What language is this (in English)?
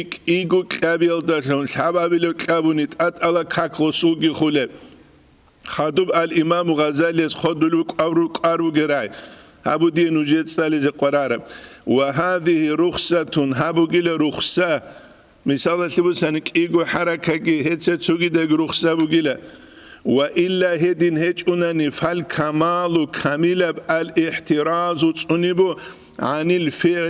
Avaric